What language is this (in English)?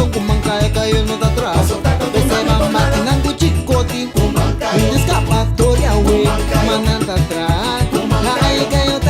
Papiamento